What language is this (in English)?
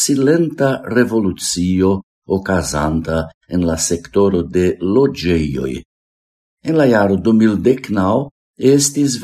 Esperanto